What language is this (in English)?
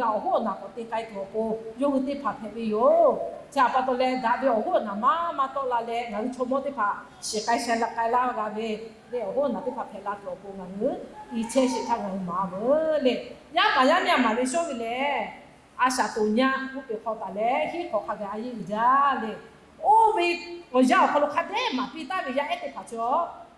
Lahu